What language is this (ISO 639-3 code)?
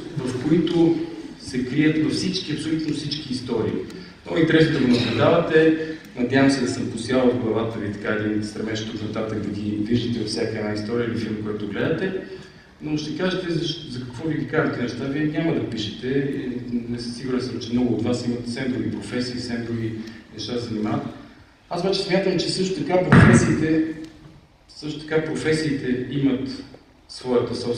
bul